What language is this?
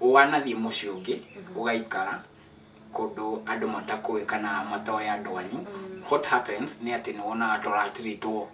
Kikuyu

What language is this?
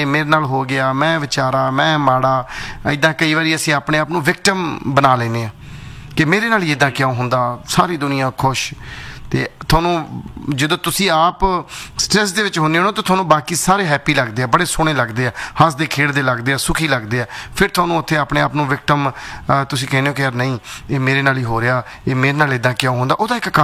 Punjabi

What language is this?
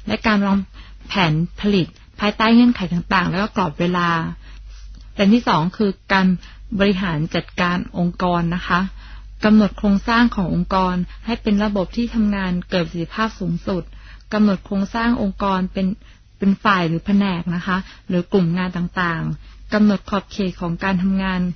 Thai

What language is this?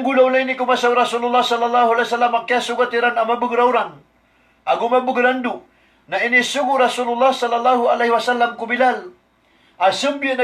Maranao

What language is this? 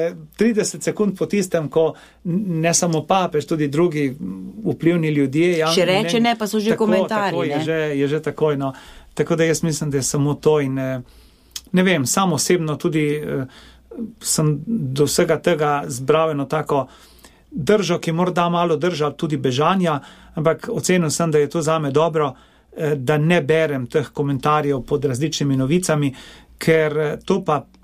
Slovenian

